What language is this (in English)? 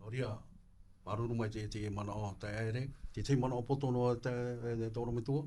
Tahitian